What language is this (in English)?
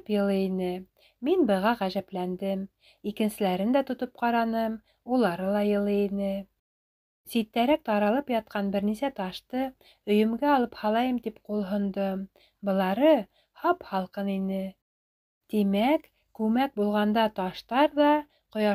Bashkir